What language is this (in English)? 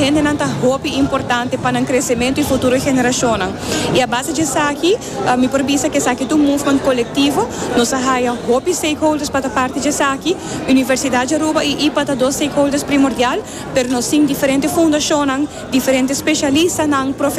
Papiamento